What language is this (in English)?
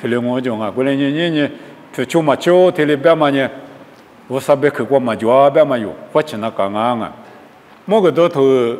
Lisu